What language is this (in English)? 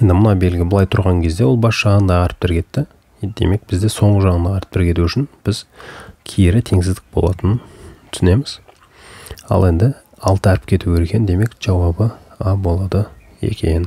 Kazakh